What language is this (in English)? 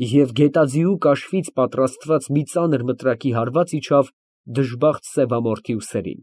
Armenian